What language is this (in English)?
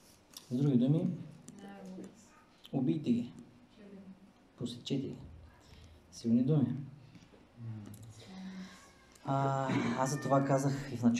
Bulgarian